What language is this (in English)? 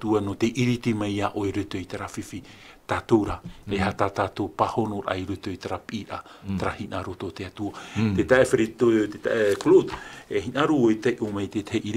Tahitian